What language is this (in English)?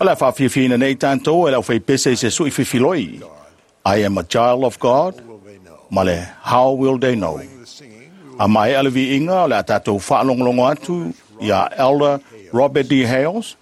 Samoan